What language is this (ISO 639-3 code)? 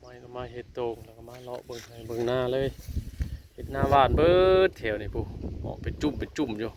tts